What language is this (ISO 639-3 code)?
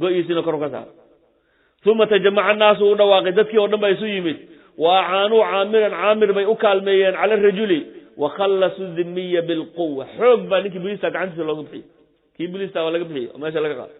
som